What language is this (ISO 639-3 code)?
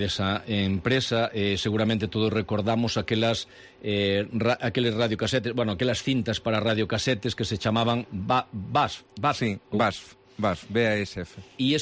glg